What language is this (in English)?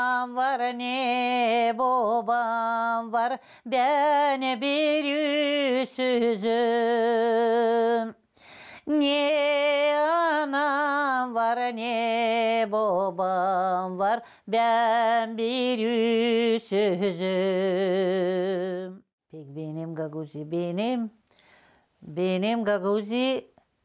Gagauz